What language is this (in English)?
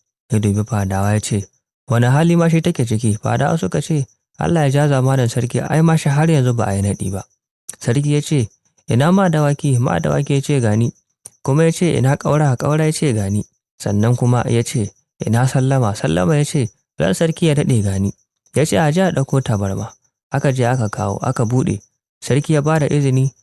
Hausa